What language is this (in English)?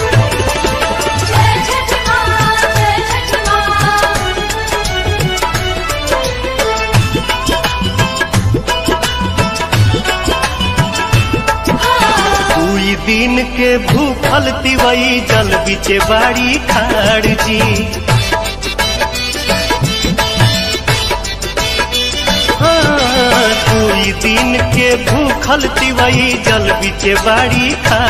Bhojpuri